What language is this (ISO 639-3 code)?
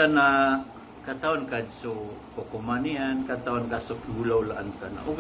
mrw